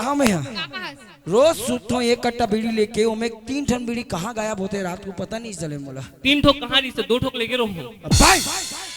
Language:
Chhattisgarhi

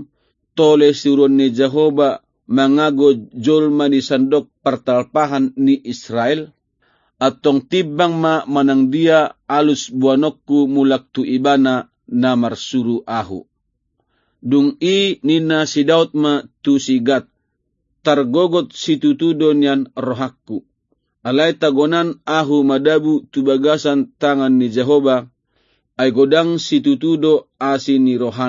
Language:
Batak Toba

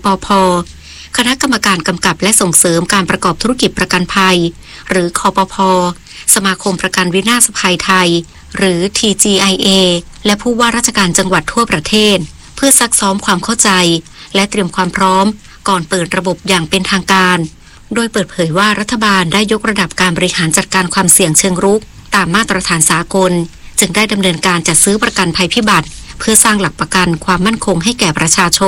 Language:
Thai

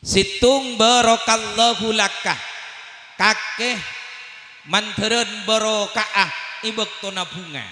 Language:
Madurese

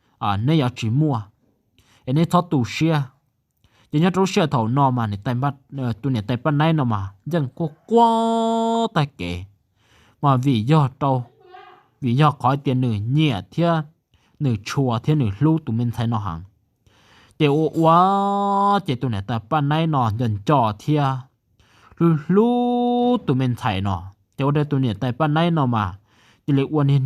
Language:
Hmong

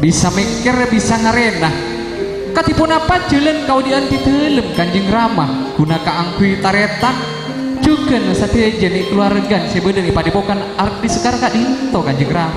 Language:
Madurese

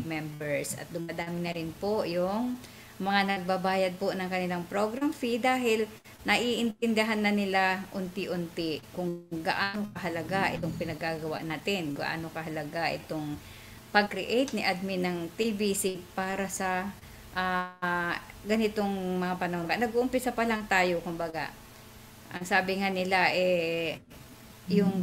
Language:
Filipino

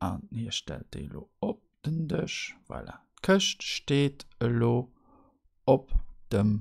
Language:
Luxembourgish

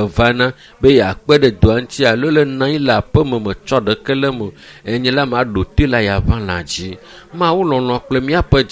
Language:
Ewe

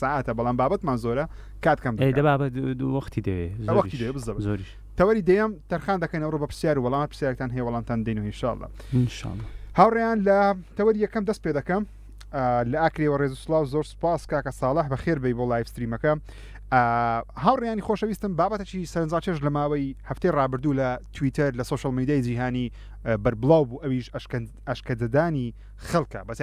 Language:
Central Kurdish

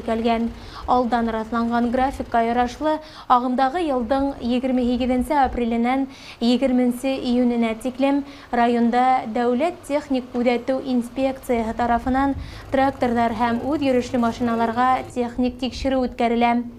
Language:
Bashkir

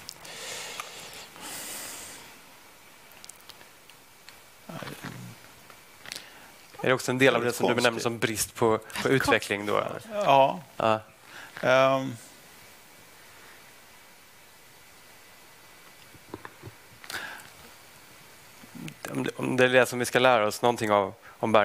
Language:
Swedish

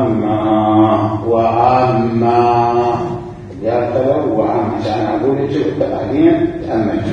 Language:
Mesopotamian Arabic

